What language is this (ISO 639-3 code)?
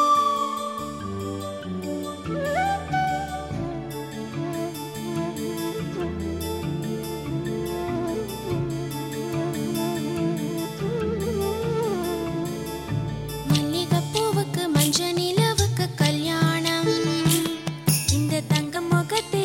tam